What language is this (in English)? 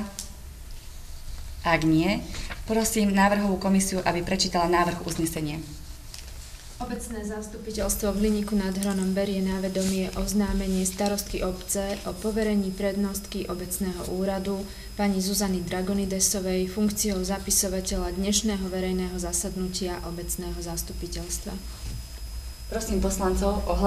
Slovak